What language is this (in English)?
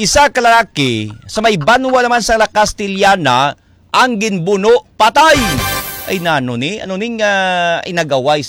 Hiligaynon